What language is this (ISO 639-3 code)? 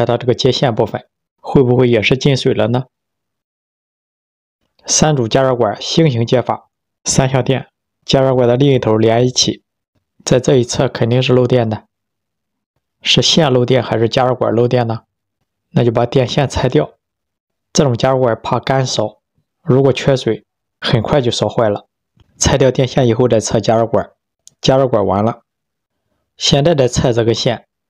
zho